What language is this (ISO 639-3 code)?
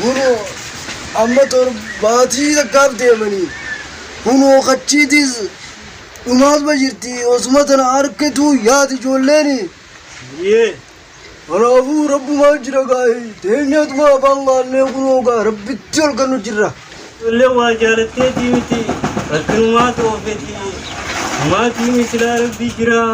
orm